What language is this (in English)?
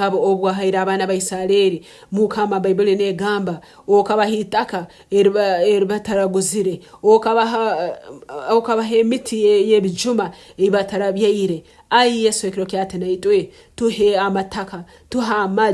Nyankole